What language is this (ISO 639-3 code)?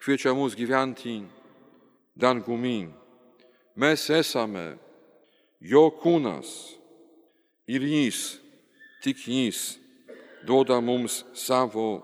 lit